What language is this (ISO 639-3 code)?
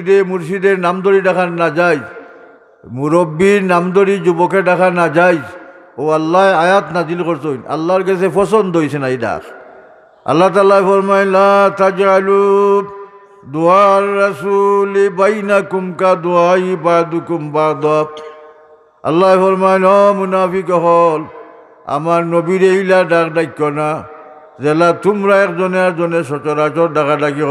syl